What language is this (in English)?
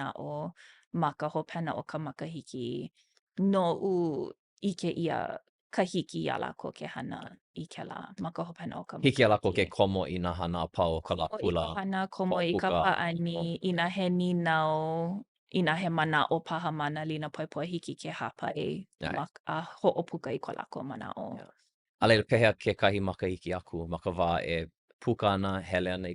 Hawaiian